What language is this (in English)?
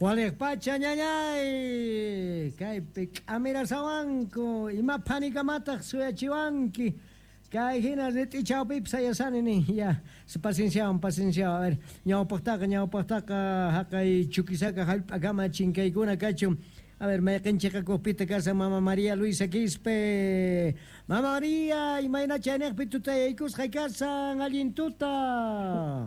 South Bolivian Quechua